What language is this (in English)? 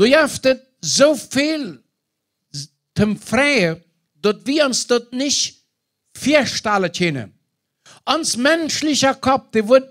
Plautdietsch